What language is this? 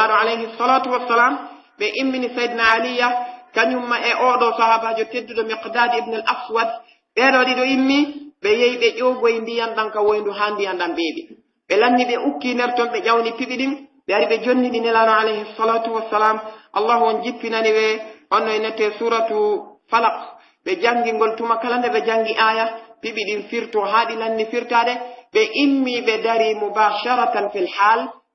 Pular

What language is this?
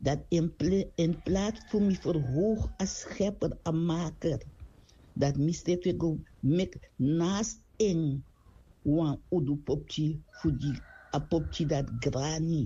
Sranan Tongo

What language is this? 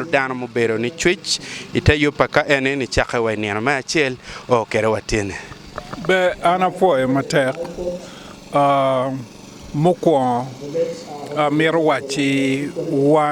Acoli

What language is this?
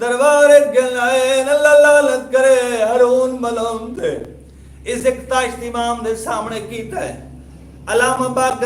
Saraiki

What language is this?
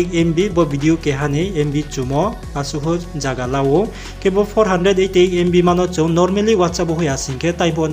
Riang (India)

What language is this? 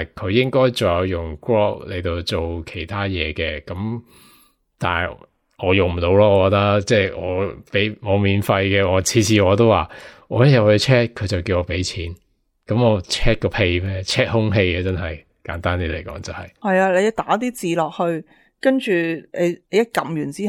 Cantonese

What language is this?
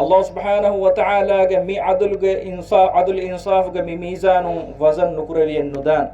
Divehi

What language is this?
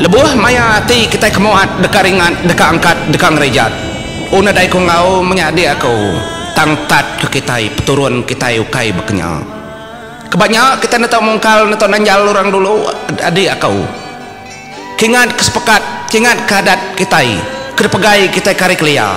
Iban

